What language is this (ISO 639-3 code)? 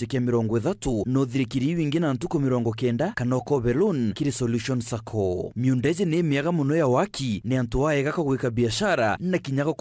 mer